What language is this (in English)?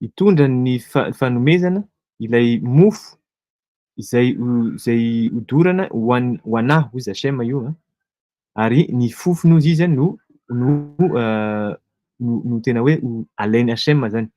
Malagasy